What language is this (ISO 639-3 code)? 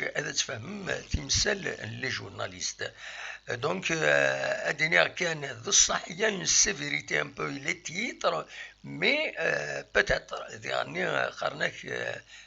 kab